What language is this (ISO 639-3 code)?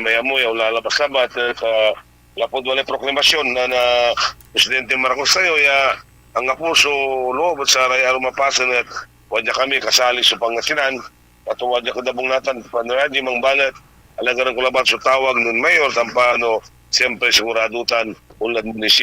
pag